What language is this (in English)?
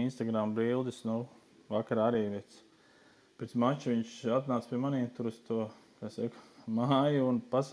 Latvian